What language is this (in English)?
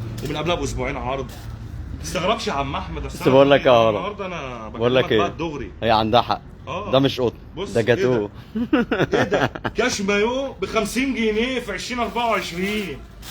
Egyptian Arabic